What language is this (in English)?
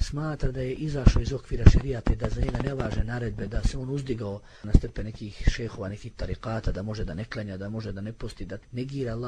Bosnian